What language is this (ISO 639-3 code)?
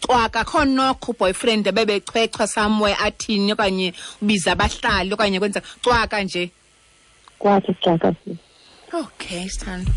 xho